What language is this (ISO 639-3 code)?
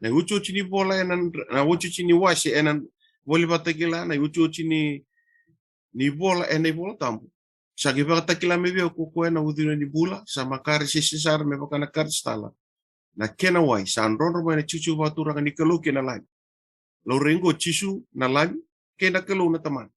fij